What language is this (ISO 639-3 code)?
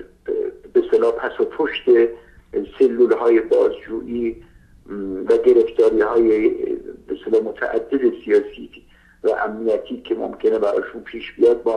fas